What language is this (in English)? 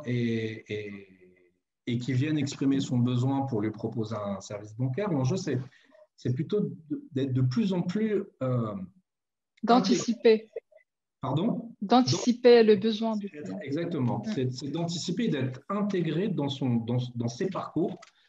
French